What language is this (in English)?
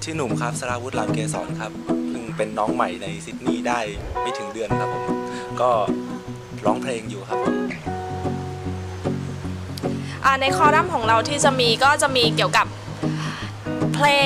Thai